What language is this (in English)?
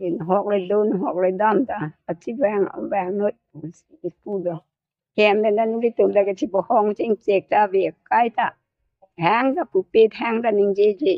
Karbi